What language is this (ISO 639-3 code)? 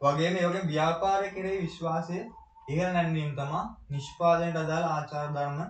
sin